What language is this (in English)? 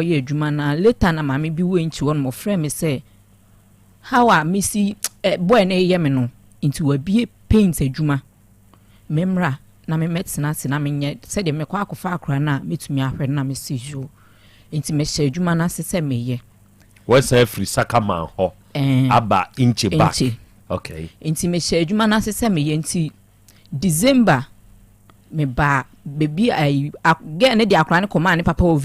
Akan